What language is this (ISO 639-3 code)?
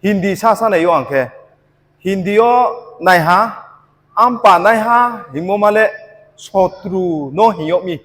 ria